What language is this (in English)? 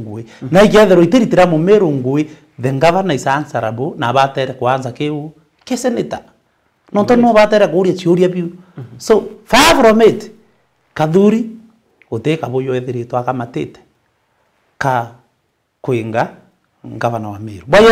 Meru